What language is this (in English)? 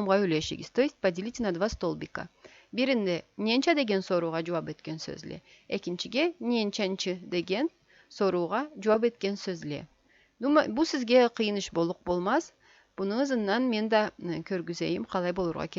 Karachay-Balkar